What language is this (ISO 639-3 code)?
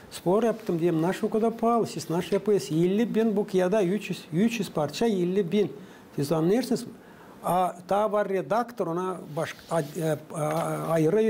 gag